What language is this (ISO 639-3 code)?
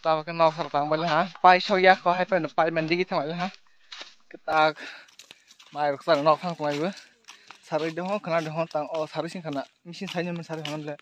trp